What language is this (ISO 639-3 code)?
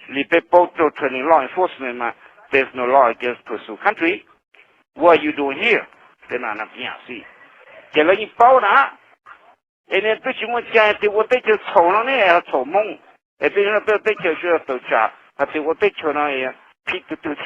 hmn